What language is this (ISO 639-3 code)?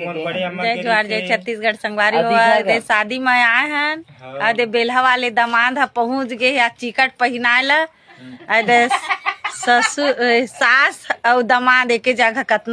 hne